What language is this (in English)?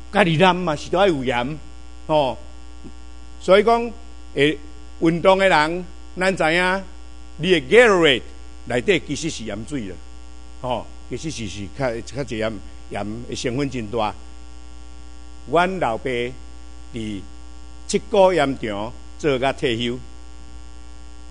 Min Nan Chinese